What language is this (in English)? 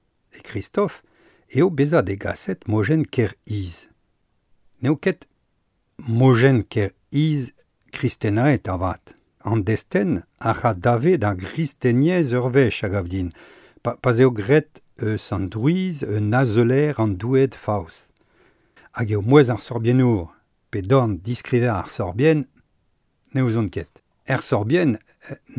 Breton